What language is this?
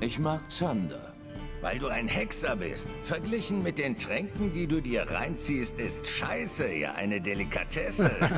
Swiss German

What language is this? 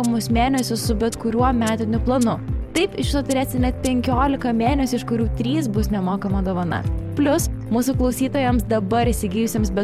Lithuanian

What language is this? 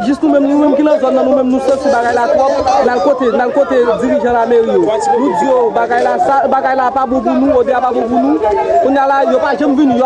Haitian Creole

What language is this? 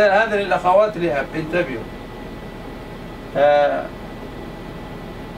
Arabic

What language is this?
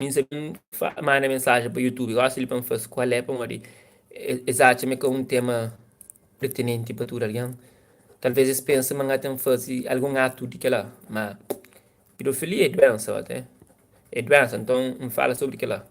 Kabuverdianu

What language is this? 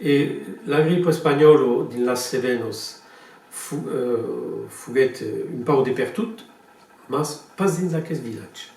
Occitan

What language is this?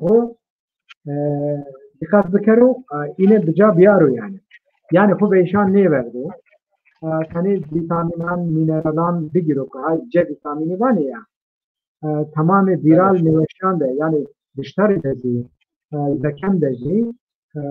Zaza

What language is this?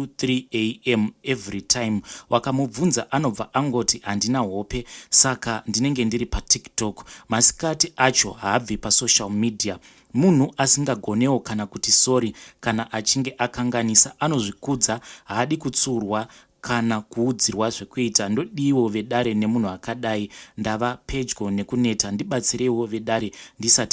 Shona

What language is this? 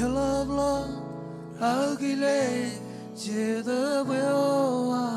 Marshallese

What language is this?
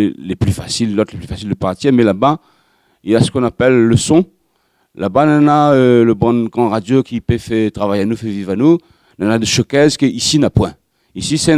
Réunion Creole French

